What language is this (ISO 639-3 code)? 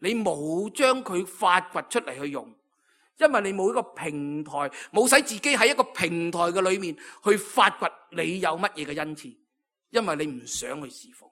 yue